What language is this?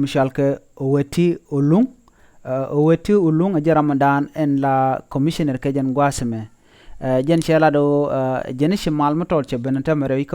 Nuer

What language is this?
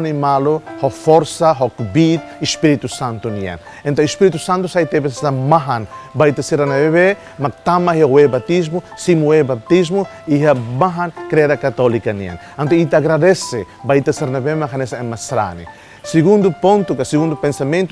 Tetum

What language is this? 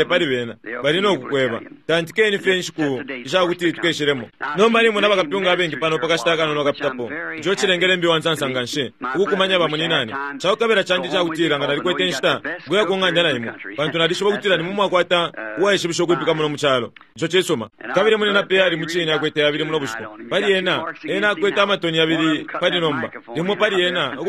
Bemba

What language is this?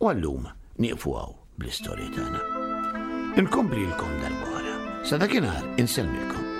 Maltese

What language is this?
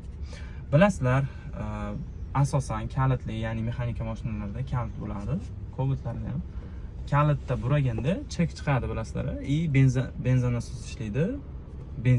Uzbek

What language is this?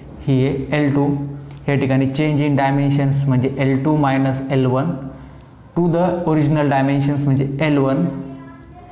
Marathi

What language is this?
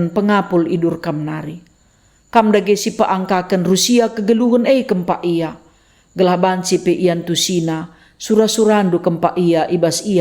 Batak Karo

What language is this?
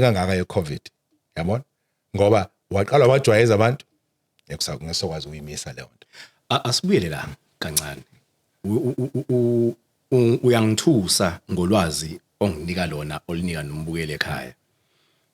Zulu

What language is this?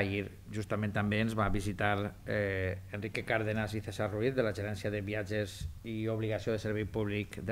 Catalan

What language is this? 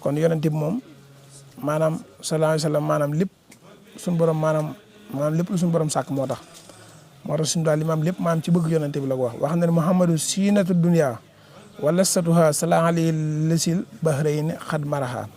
Wolof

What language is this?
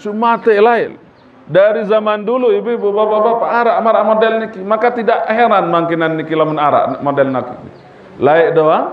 Sasak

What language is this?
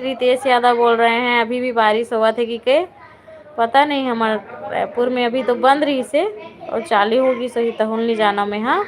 Chhattisgarhi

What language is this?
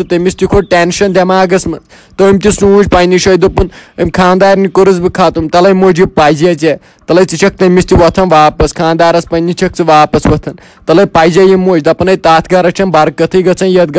Kashmiri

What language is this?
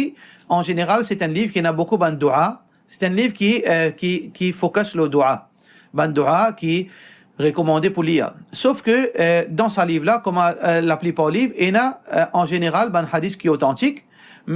Morisyen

